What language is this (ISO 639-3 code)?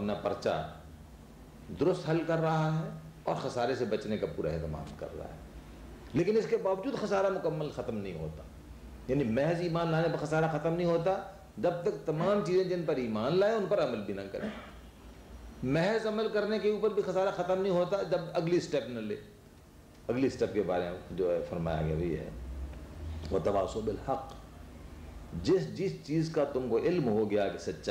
urd